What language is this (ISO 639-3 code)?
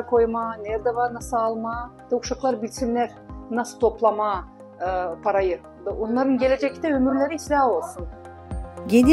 gag